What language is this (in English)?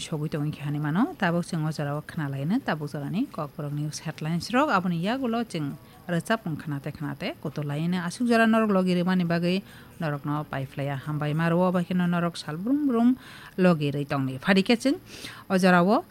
Kok Borok